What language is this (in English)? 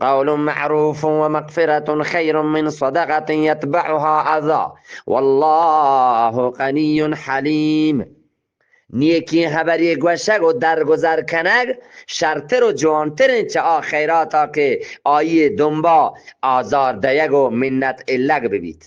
Eastern Balochi